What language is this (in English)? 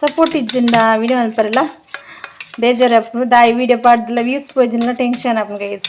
Tulu